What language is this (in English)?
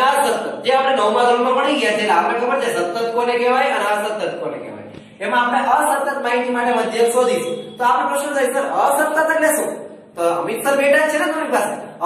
Gujarati